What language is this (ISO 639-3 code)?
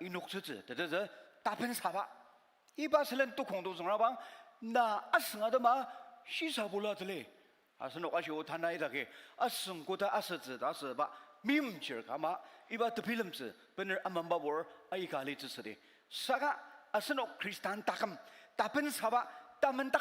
njo